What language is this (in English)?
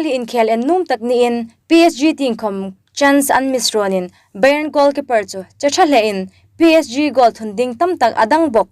Hmar